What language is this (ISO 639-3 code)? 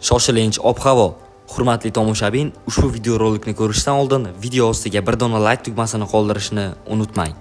uzb